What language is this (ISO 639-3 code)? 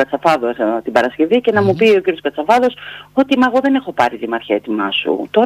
ell